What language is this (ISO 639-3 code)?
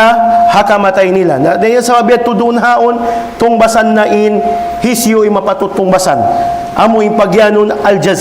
tsg